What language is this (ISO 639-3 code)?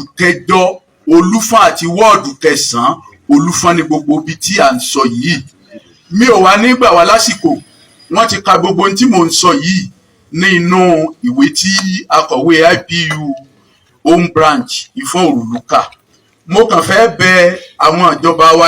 yor